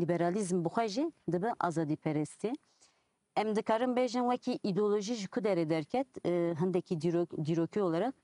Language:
Kurdish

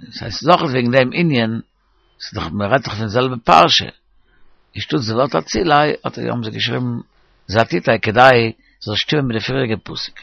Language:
Yiddish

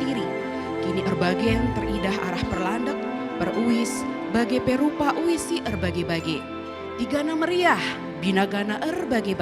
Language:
Batak Karo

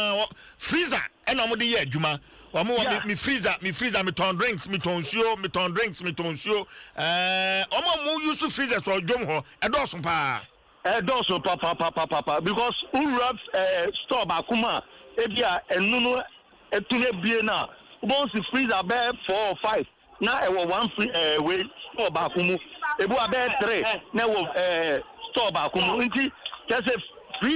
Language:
Akan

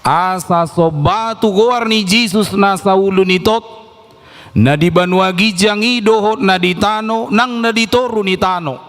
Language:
Batak Toba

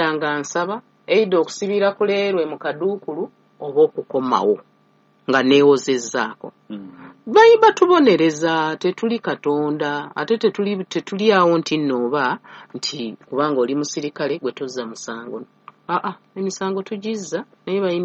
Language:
Ganda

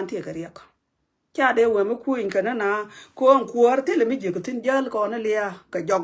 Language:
Nuer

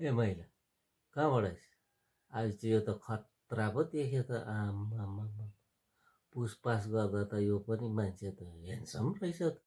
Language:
Nepali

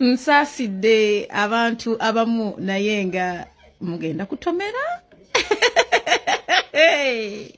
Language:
Ganda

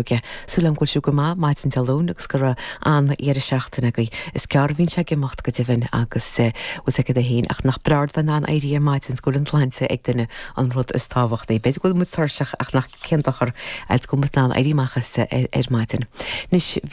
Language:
Irish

